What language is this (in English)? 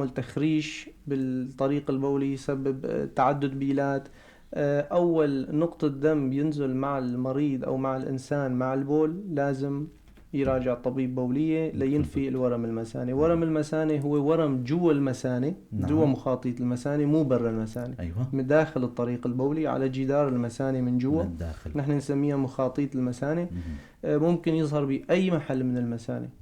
North Levantine Arabic